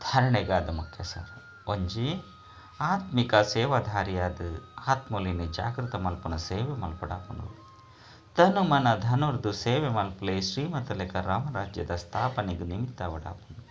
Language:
Tulu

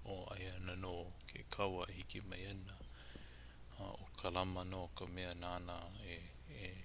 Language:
Hawaiian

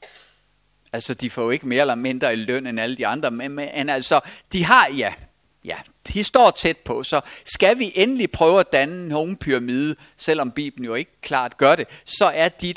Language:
Danish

